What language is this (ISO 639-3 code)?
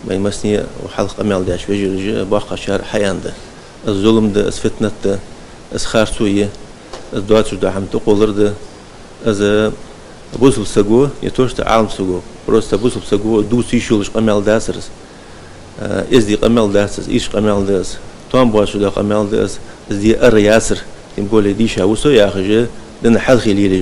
inh